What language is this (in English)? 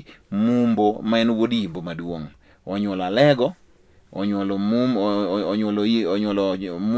Luo (Kenya and Tanzania)